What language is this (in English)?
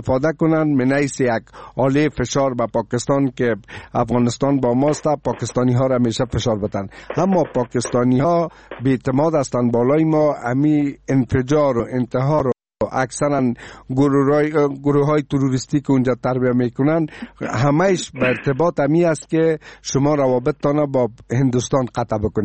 Persian